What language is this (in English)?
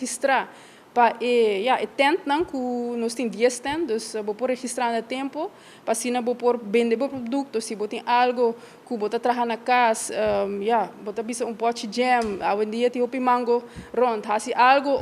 Papiamento